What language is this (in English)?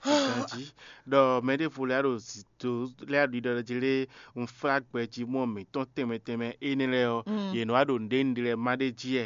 Fon